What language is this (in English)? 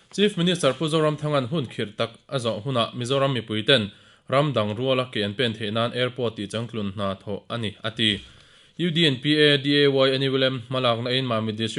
Mizo